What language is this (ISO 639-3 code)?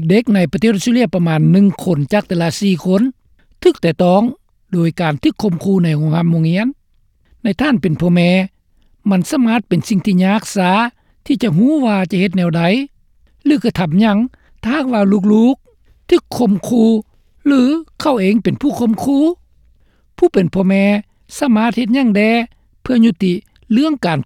lao